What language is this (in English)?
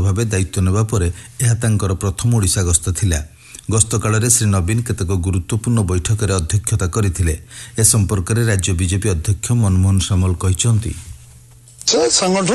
Odia